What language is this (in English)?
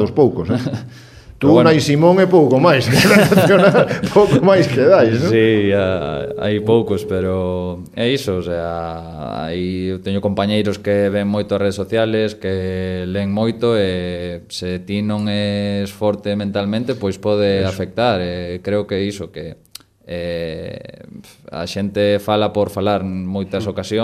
Galician